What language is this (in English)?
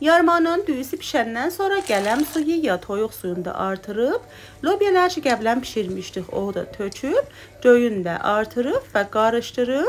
South Azerbaijani